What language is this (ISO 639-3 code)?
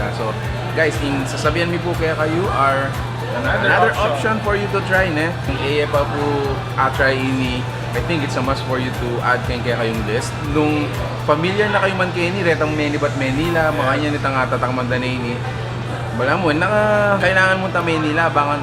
pam